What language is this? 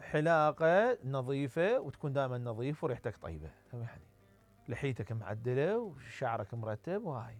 Mesopotamian Arabic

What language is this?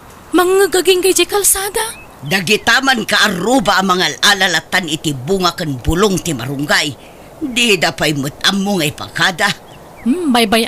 Iloko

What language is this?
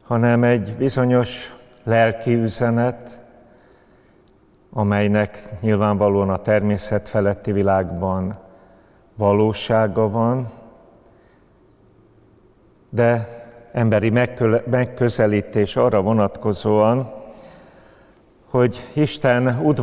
Hungarian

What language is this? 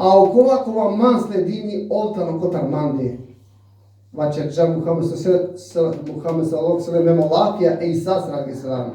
Balkan Romani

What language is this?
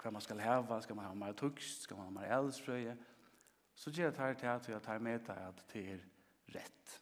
Faroese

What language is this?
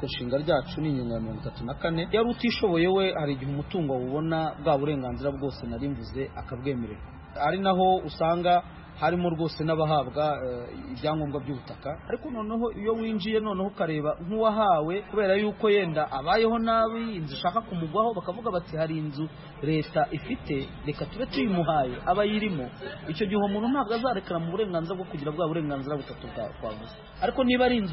Kinyarwanda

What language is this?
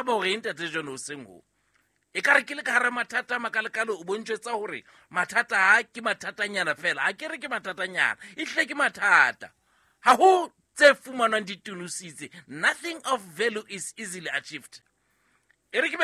Southern Sotho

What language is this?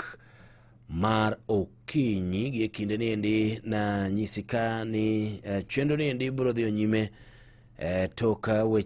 Luo (Kenya and Tanzania)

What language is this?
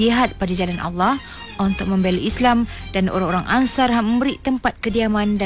Malay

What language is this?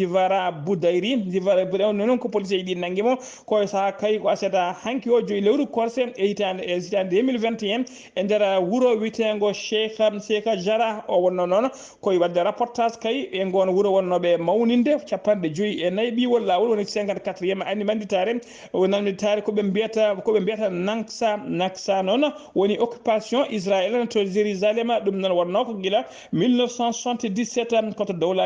Fula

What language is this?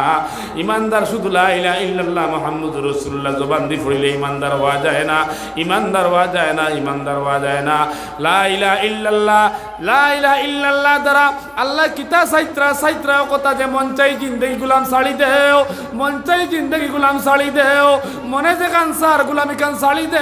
Sylheti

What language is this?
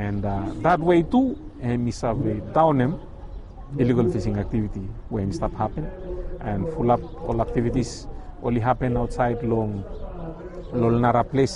Bislama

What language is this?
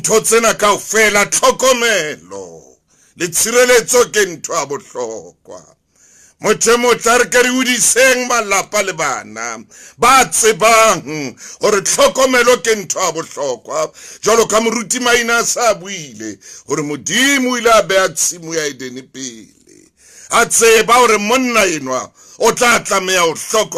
Southern Sotho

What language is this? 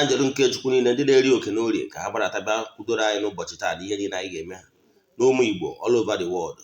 Igbo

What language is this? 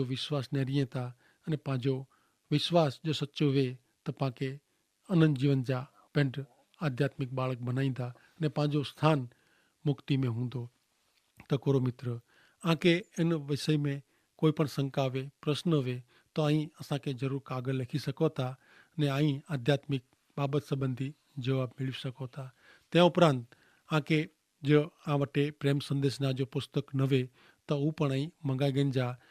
Kachhi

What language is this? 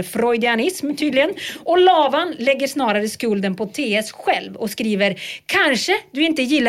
Swedish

